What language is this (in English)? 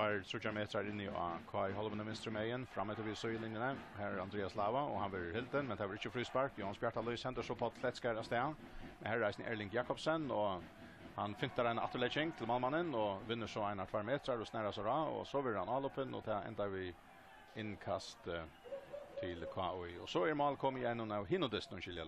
Faroese